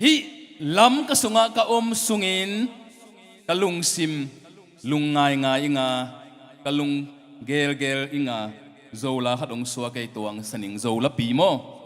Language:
Tedim Chin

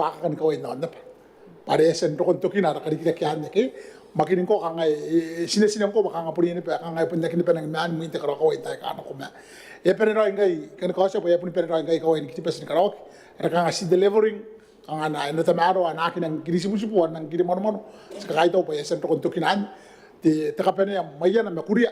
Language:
Gilbertese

